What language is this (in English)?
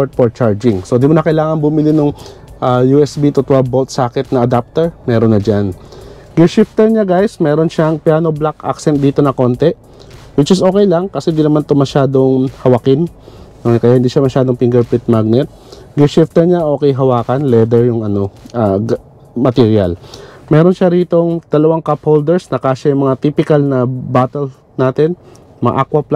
Filipino